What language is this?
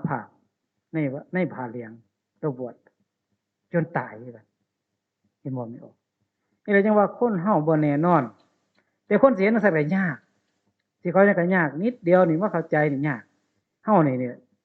Northeastern Thai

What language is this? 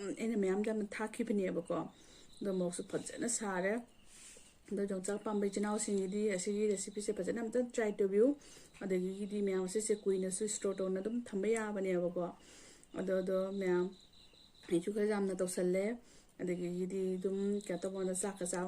Manipuri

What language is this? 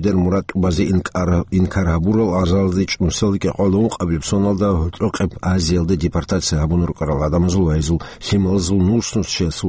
Avaric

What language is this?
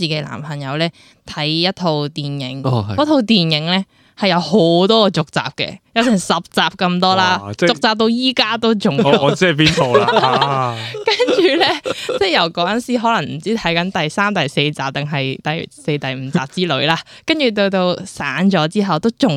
Cantonese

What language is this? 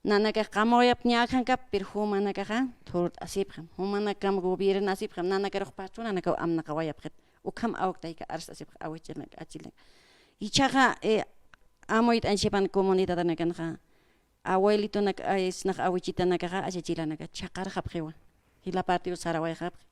Aymara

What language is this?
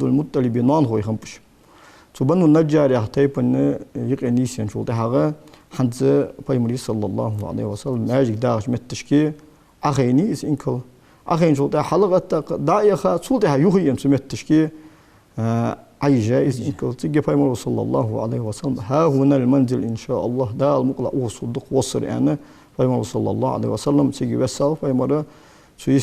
Ingush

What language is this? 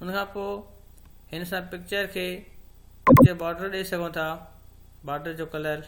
Sindhi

